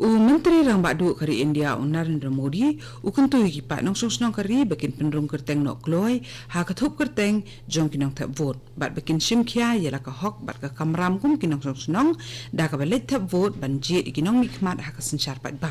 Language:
Khasi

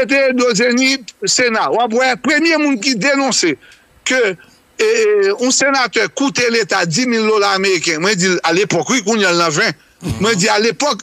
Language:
Haitian Creole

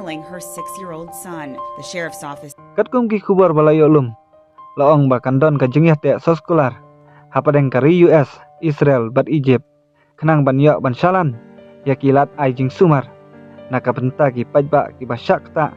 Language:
Khasi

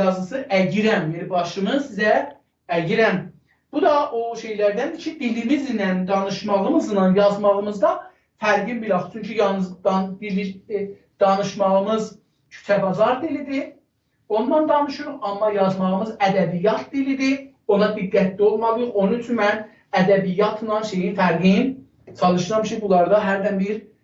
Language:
South Azerbaijani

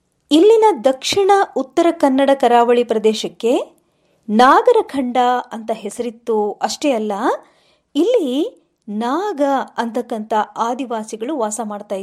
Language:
Kannada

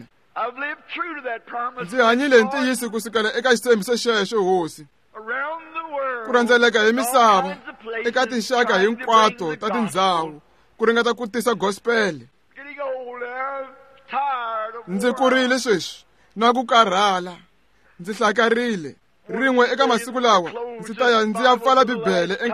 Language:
Tsonga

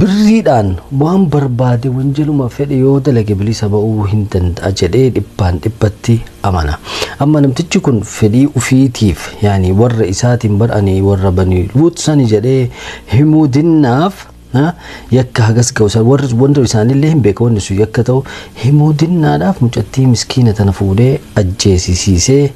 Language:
Oromo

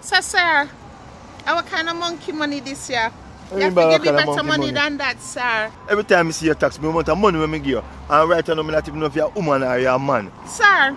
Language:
Jamaican Creole English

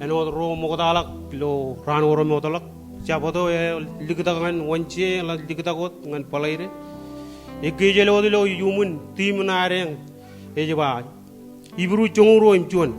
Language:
Marshallese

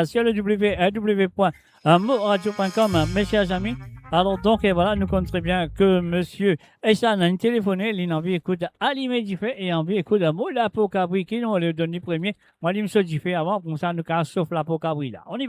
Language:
Morisyen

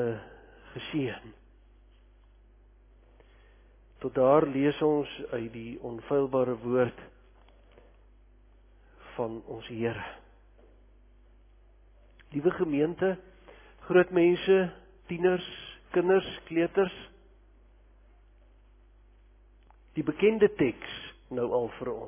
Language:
Afrikaans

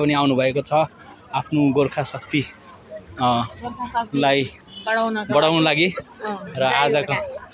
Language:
Nepali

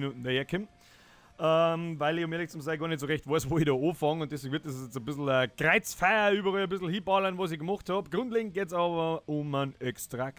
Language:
Bavarian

